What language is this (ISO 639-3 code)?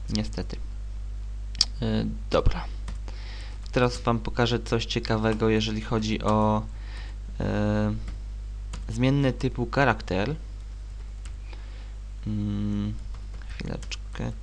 pol